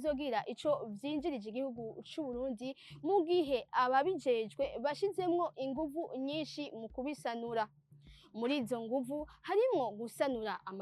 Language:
Rundi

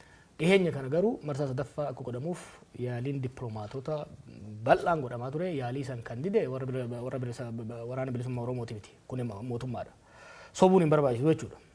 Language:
Oromo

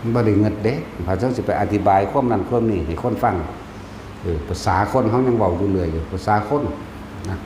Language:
Northeastern Thai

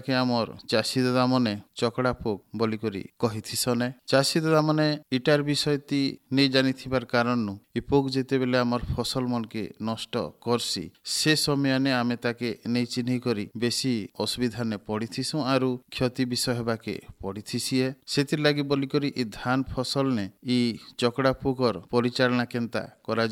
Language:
Odia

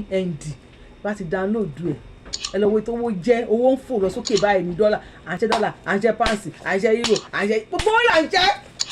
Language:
Yoruba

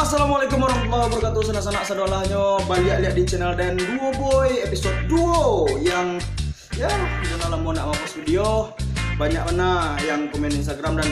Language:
Minangkabau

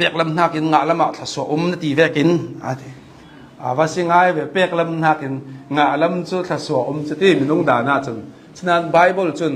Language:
Hakha Chin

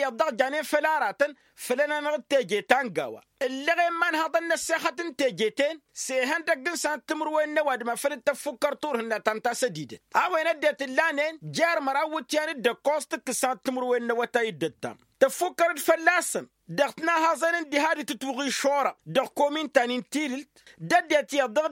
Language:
Tamasheq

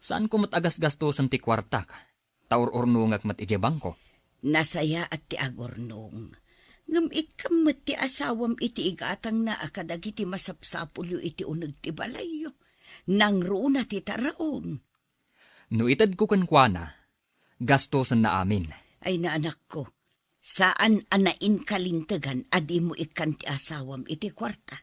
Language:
Iloko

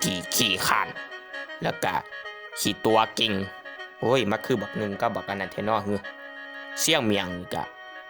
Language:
Northeastern Thai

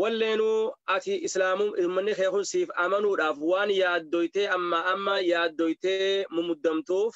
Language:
Oromo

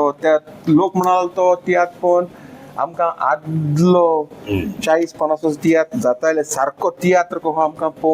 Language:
Konkani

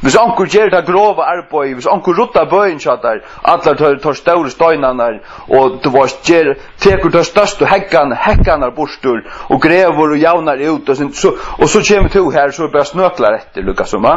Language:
Faroese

